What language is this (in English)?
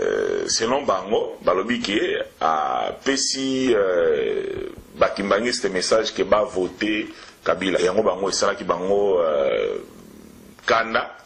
Lingala